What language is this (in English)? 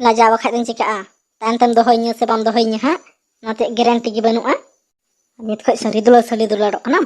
Santali